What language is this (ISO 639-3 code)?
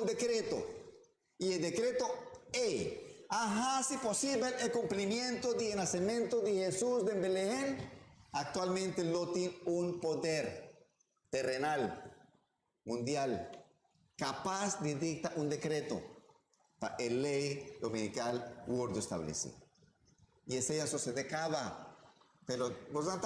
pap